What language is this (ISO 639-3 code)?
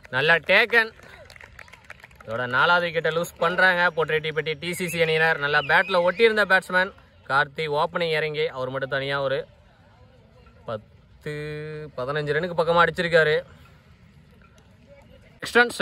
tam